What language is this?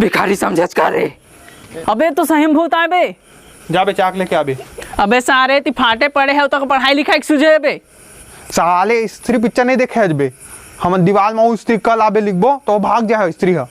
Chhattisgarhi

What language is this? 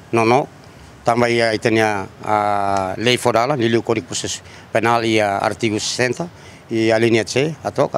Tetum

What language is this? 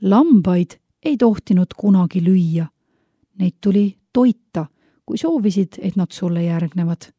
Estonian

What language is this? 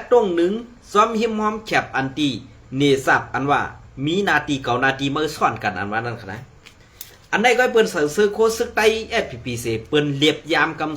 Shan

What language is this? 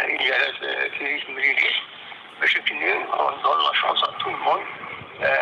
Kabyle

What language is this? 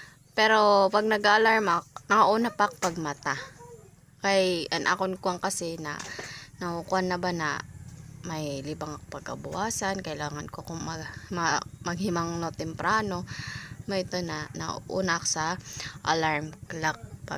Waray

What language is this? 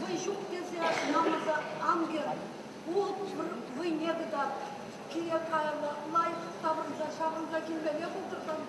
Chuvash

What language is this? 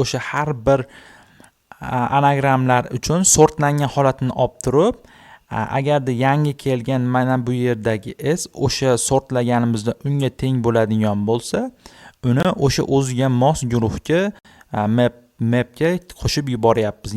Uzbek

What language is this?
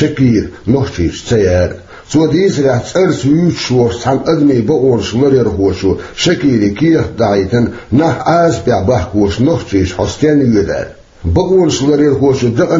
Chechen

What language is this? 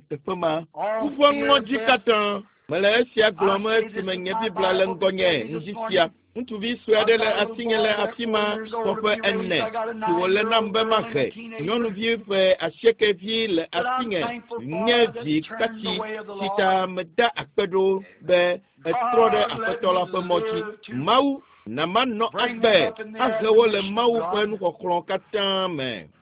Ewe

